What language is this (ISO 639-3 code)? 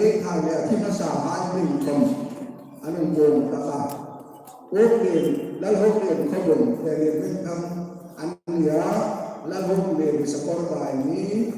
hmr